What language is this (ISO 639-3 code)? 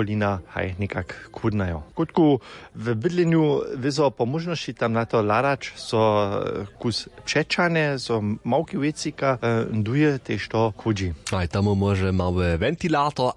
hsb